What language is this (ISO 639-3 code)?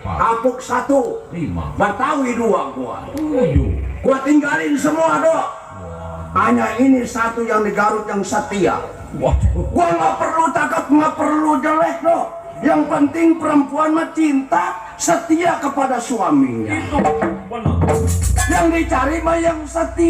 bew